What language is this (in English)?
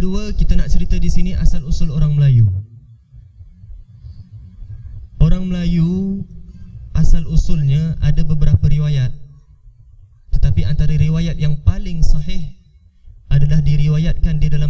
Malay